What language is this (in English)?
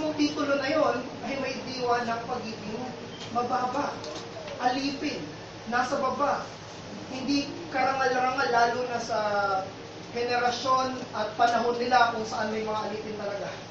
Filipino